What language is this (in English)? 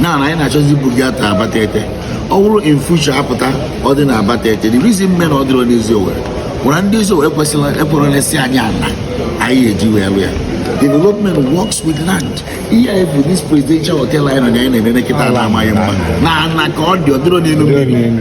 Igbo